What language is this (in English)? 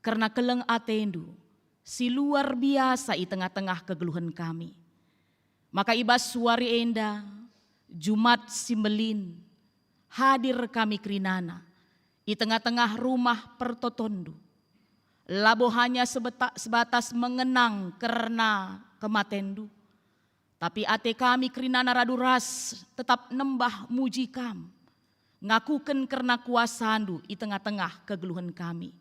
Batak Karo